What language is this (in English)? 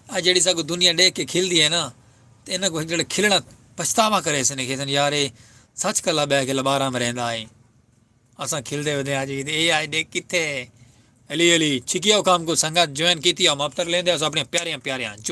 Saraiki